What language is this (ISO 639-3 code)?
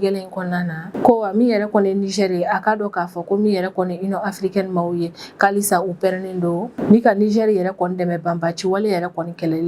bam